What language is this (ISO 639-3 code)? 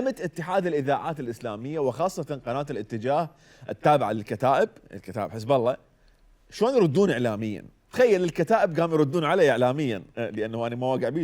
acm